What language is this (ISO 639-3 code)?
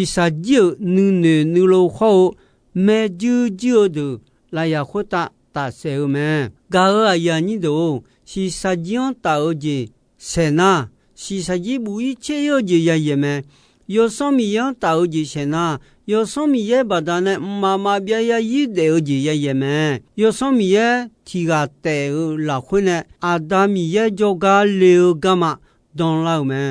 ahk